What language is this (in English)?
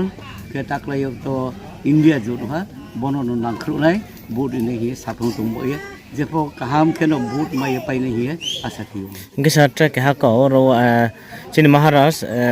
Riang (India)